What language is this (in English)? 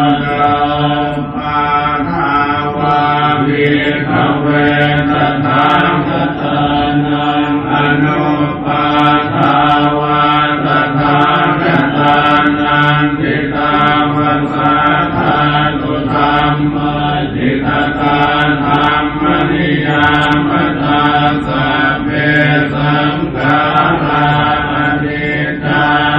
Pali